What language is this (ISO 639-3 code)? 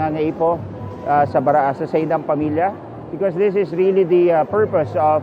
bik